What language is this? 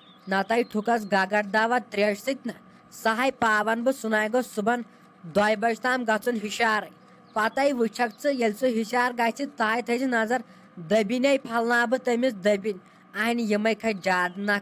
Kashmiri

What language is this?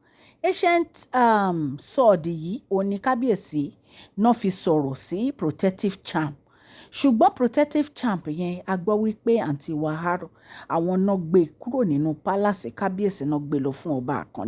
Yoruba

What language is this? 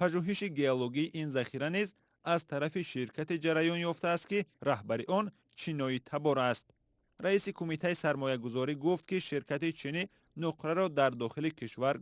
Tajik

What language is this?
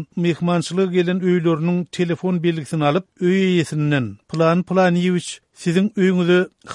Turkmen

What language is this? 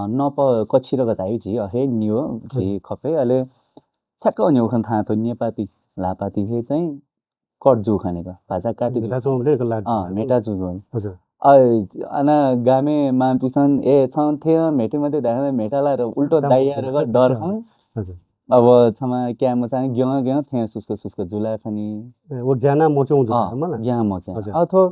Newari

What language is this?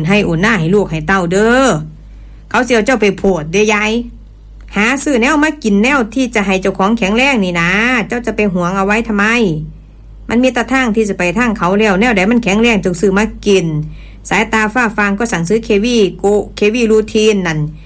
Northeastern Thai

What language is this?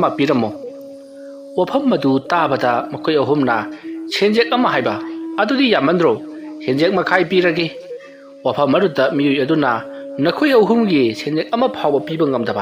Manipuri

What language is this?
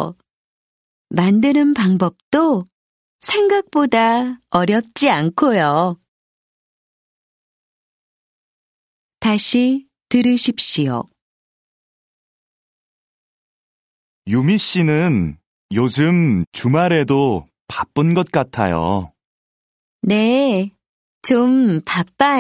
Korean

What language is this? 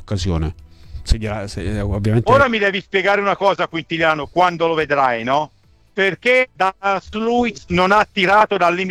Italian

